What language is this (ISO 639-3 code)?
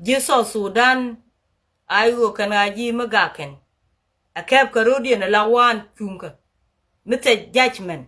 nus